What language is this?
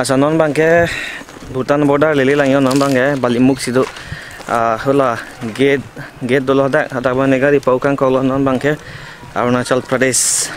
Karbi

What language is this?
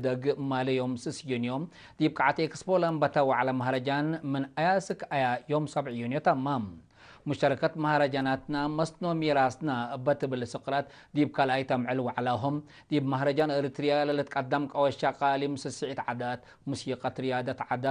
Tigre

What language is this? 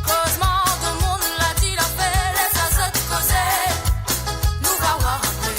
Morisyen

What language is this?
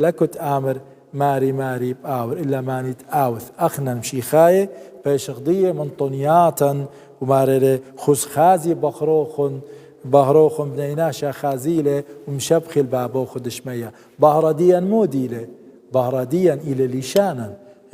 Assyrian Neo-Aramaic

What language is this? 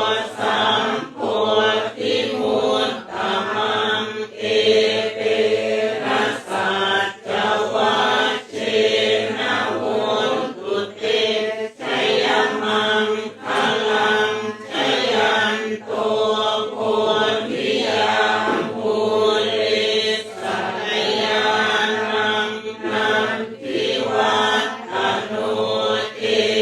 Pali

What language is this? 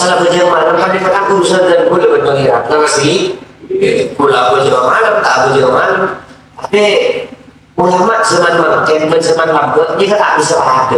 Madurese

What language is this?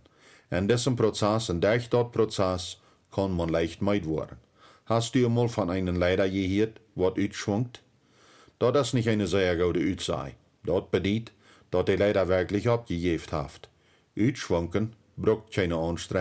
Plautdietsch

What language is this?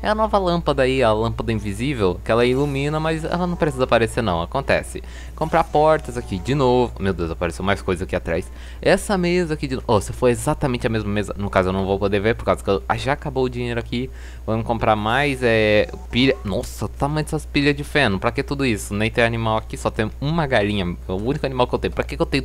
Portuguese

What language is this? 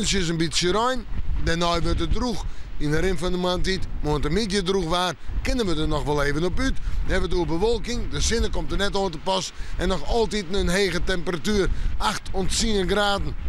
Western Frisian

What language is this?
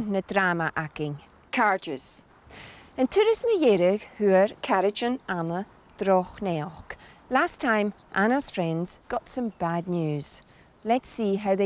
Scottish Gaelic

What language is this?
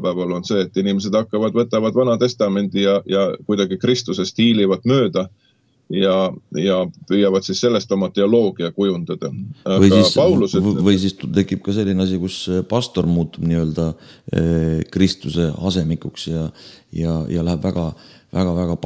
Estonian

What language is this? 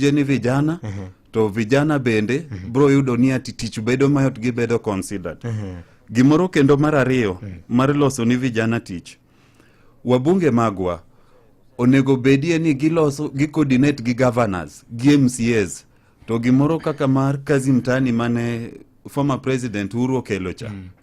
Luo (Kenya and Tanzania)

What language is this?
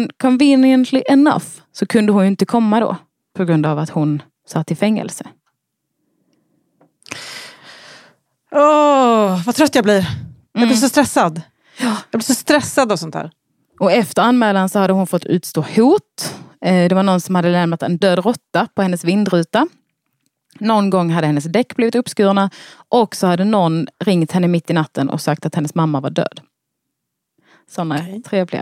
Swedish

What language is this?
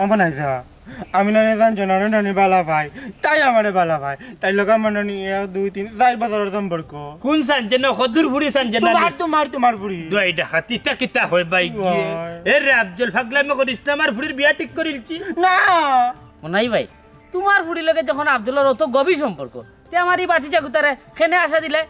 Sylheti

